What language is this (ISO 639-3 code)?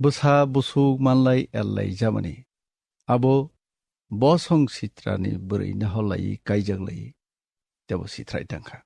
trp